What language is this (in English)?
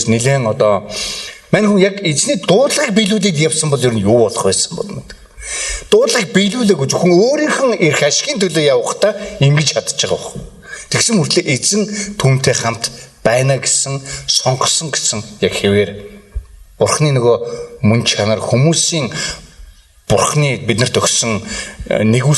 Mongolian